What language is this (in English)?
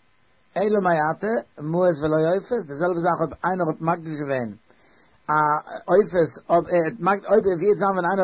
Yiddish